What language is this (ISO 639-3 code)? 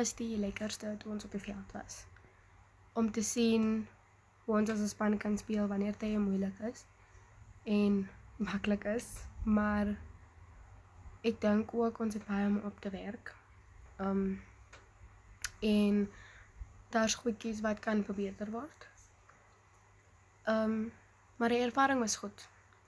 afr